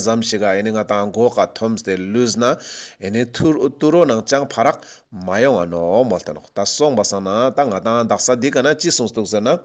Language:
Ladakhi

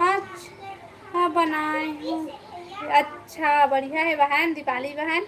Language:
Chhattisgarhi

